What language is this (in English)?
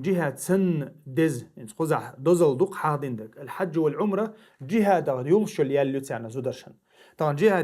Chechen